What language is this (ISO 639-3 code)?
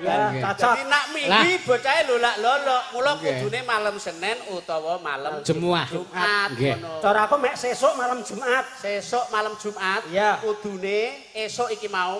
jav